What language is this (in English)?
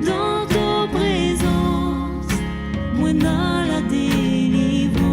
Morisyen